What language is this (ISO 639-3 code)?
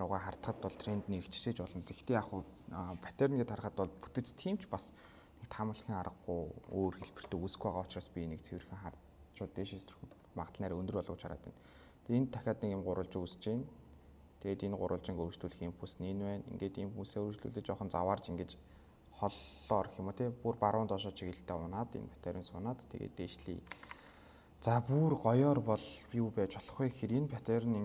mon